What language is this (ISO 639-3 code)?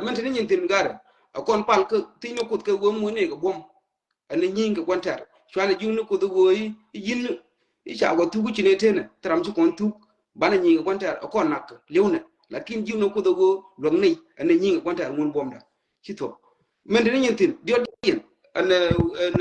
nus